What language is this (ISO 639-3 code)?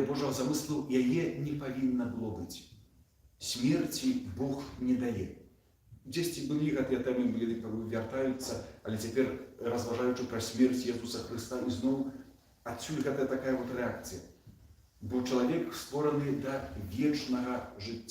bel